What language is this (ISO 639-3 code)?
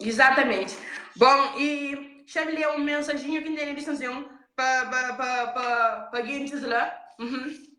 kea